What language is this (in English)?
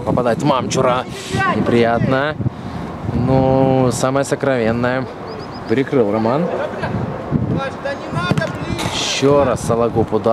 Russian